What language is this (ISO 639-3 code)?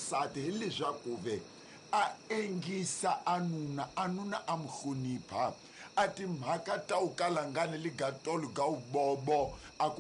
tso